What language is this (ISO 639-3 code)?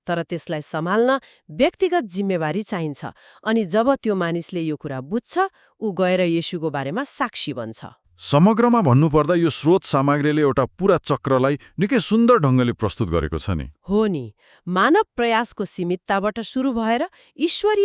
nep